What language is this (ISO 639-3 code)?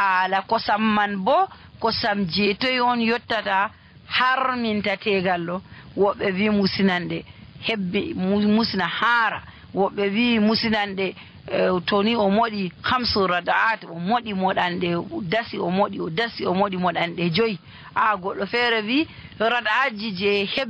fuv